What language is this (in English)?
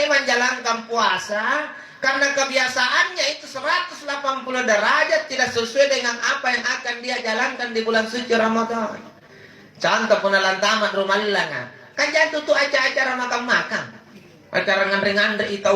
Makasar